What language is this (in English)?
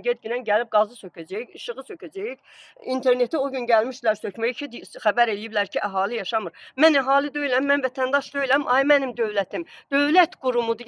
Azerbaijani